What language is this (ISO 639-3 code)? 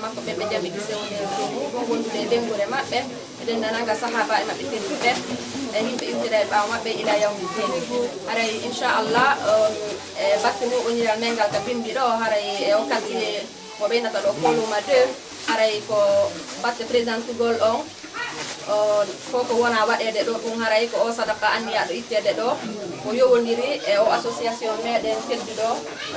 fuf